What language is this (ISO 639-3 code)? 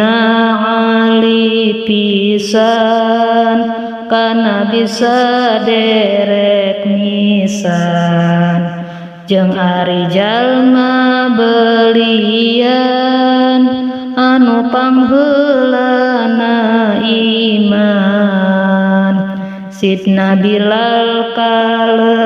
sun